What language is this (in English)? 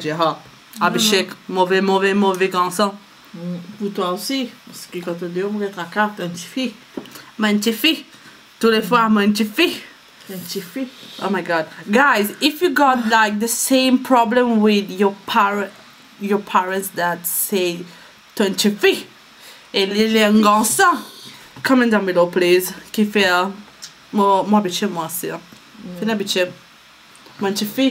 Morisyen